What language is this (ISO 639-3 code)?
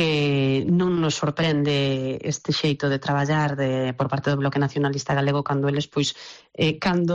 glg